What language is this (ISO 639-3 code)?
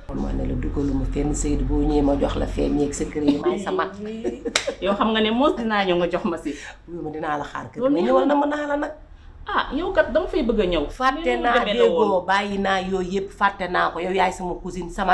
wol